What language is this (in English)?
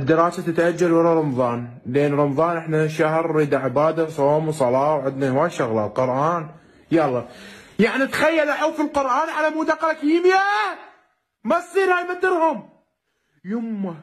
Mesopotamian Arabic